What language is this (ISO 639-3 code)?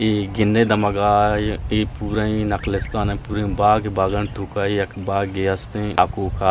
bgp